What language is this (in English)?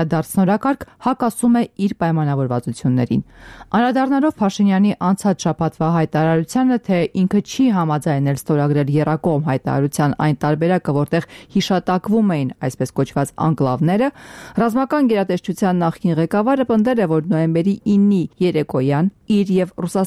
Armenian